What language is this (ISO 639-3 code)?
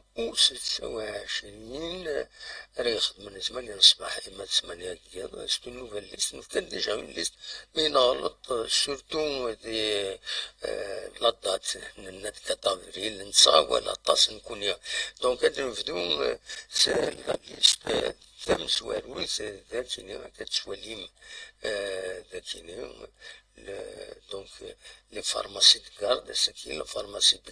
kab